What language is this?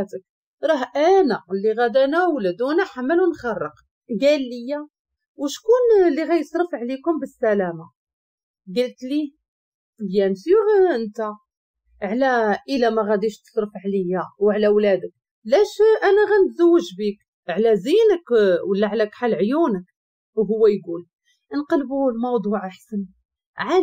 Moroccan Arabic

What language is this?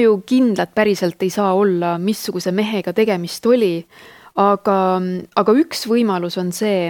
Estonian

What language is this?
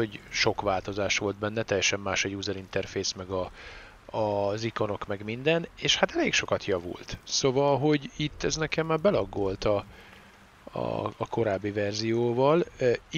Hungarian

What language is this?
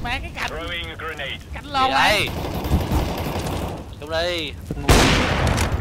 Vietnamese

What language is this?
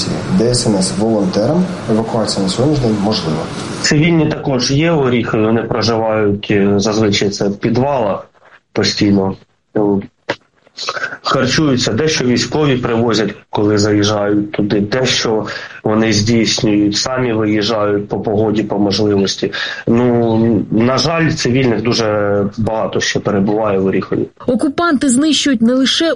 Ukrainian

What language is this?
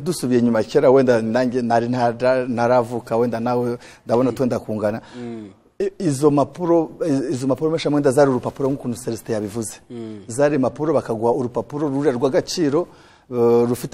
Kinyarwanda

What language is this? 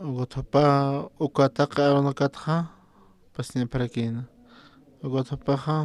Aymara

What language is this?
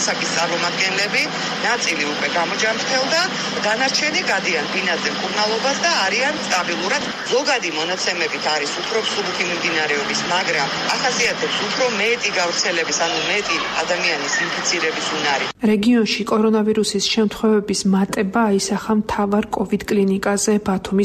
Georgian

